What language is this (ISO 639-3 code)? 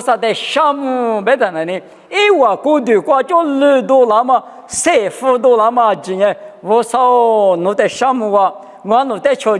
lis